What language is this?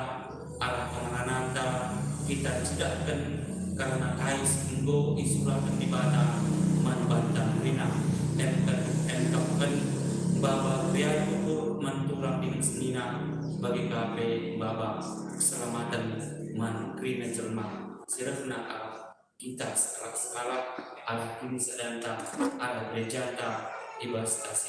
Batak Karo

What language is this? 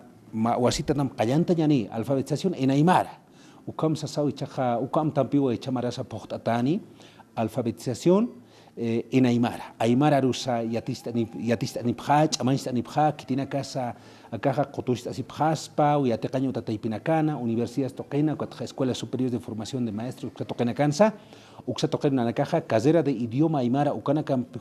Aymara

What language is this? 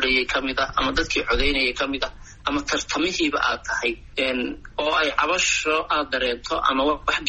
Somali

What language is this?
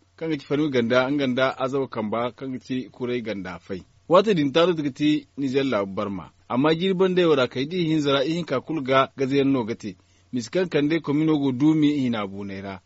Zarma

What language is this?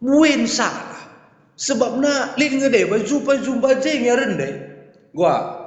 Batak Karo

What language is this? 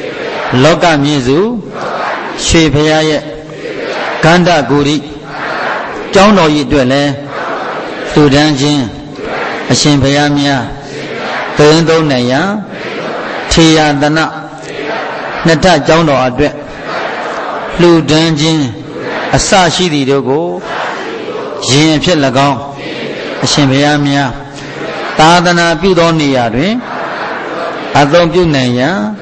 Burmese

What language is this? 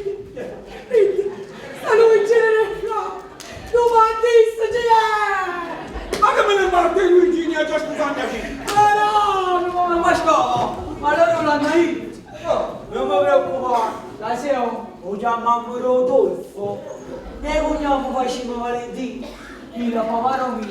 Neapolitan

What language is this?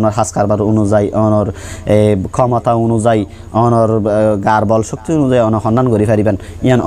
Rohingya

